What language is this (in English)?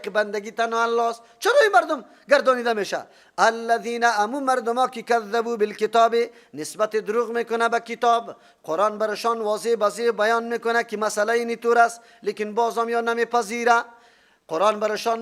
Persian